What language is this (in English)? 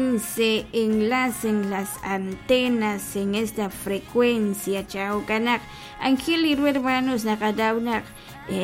Kekchí